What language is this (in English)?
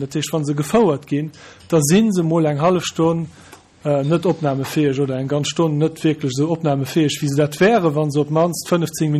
Luxembourgish